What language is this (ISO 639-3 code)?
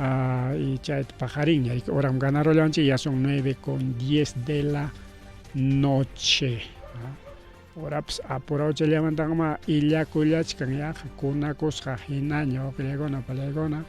quy